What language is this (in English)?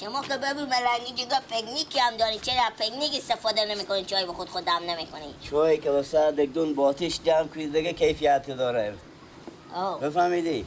Persian